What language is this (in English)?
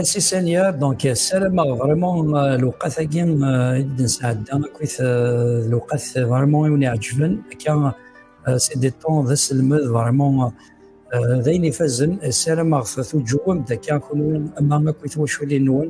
Kabyle